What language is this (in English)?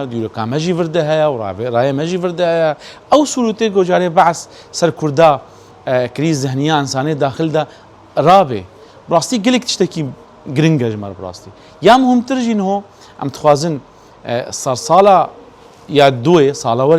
Kurdish